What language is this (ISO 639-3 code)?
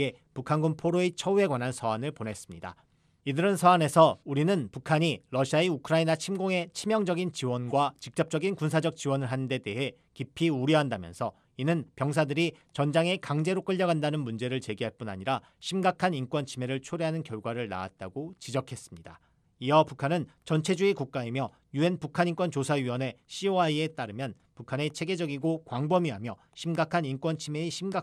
kor